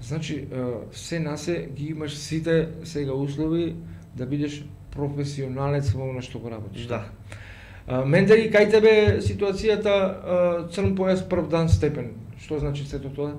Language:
Macedonian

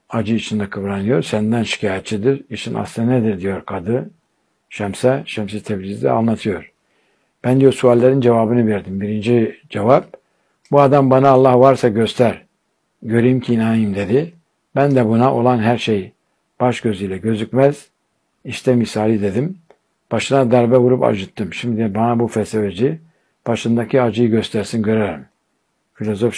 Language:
Turkish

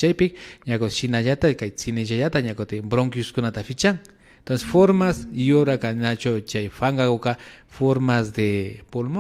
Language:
Imbabura Highland Quichua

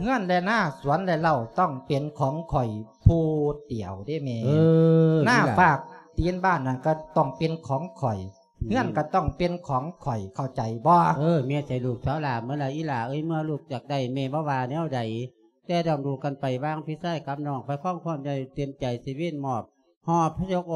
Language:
Lao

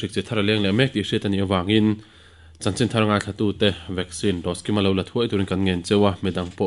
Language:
Mizo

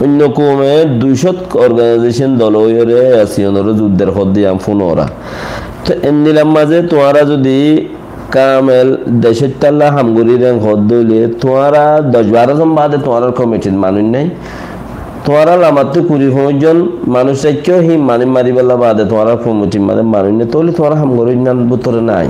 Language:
Rohingya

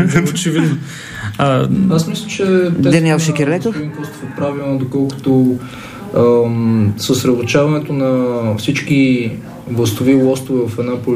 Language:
Bulgarian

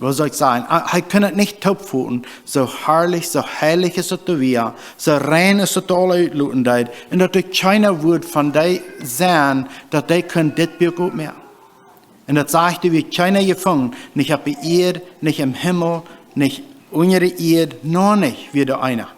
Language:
Plautdietsch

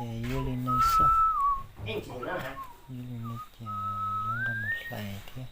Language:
Hmong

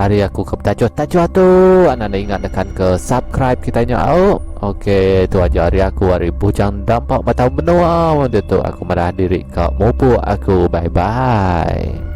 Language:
Iban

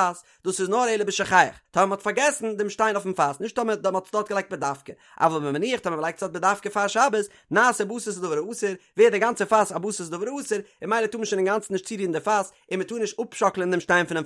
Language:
Yiddish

